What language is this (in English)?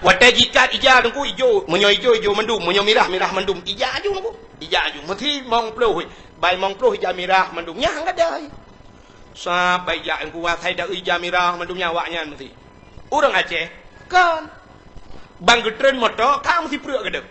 Achinese